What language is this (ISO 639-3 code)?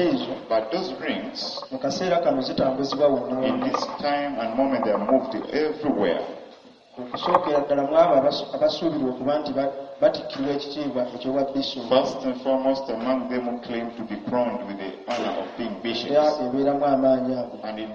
lug